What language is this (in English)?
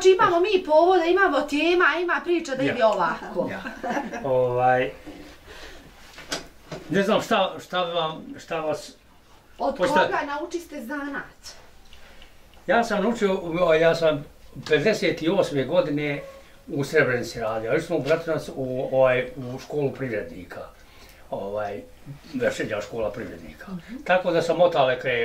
Bosnian